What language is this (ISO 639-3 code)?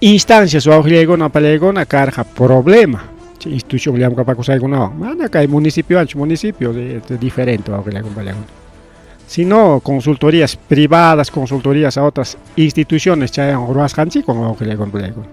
quy